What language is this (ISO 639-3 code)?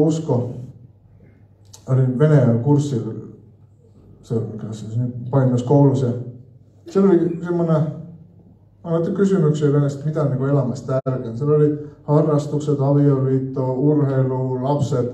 fin